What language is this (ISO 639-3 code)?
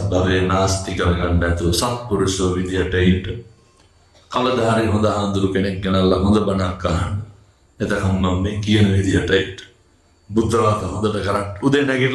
sin